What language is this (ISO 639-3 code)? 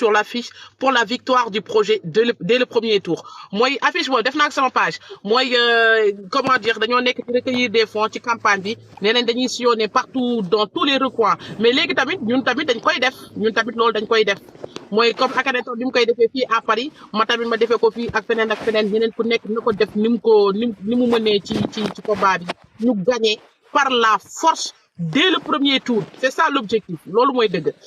wol